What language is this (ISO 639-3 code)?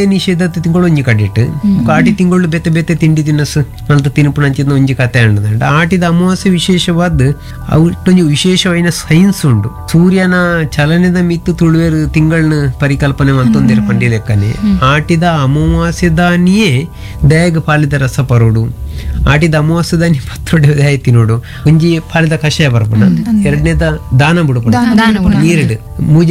tcy